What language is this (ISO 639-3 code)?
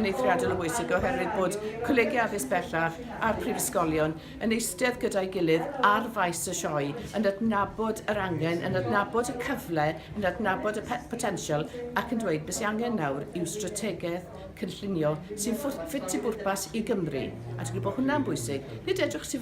cym